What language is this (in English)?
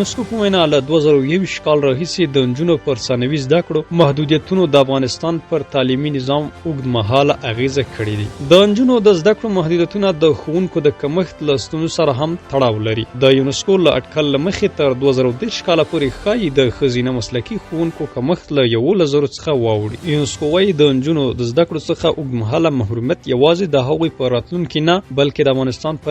Pashto